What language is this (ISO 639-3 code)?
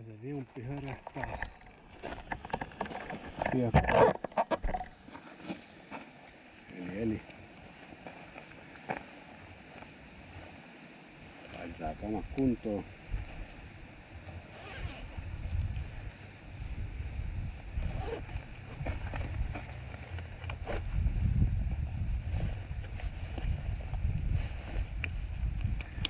fin